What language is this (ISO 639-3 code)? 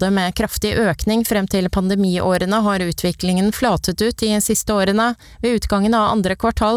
nor